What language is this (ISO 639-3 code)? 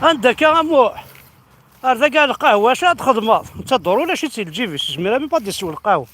kab